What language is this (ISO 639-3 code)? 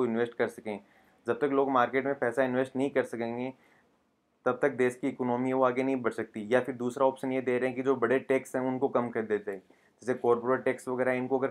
hin